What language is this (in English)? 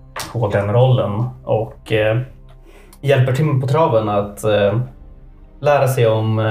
Swedish